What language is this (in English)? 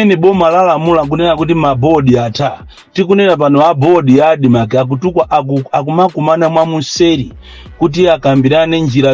Nyanja